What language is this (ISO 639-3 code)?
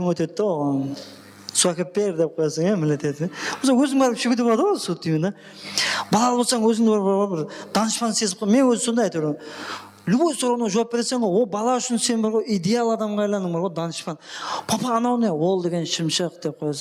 kaa